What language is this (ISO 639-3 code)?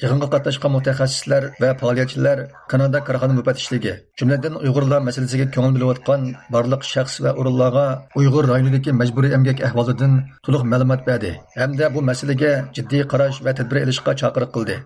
uig